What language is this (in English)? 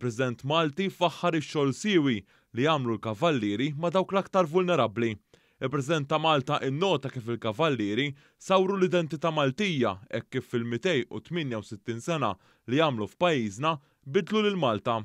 Maltese